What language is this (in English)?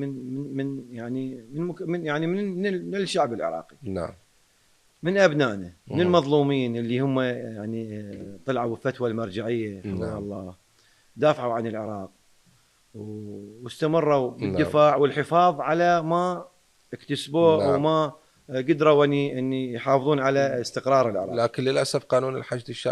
Mesopotamian Arabic